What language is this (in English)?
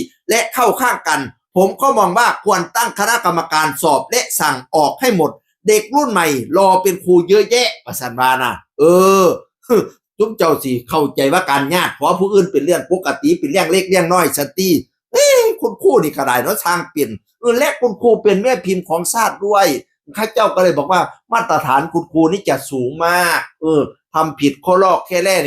Northeastern Thai